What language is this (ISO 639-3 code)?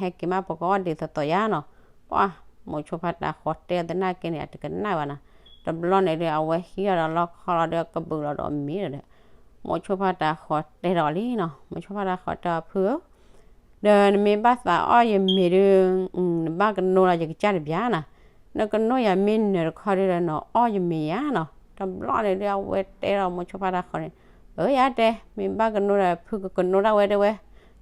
ksw